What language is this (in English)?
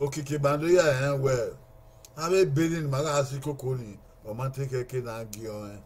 Bini